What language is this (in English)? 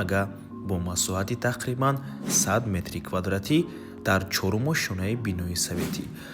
Tajik